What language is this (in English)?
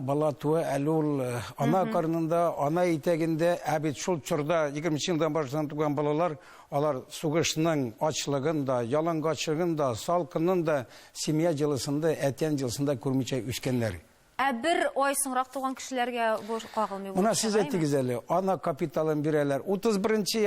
Tatar